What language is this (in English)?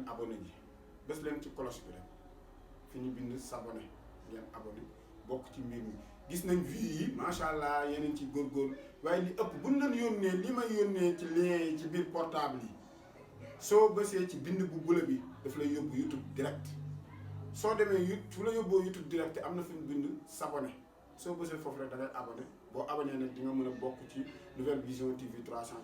Wolof